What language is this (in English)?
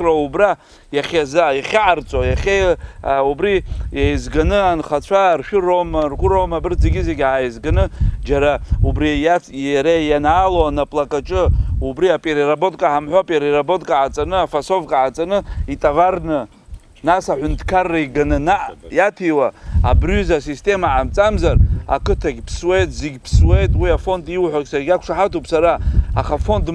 Abkhazian